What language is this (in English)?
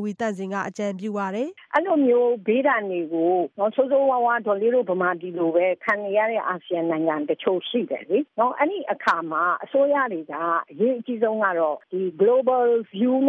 Burmese